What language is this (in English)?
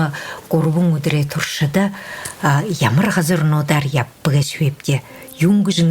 Buriat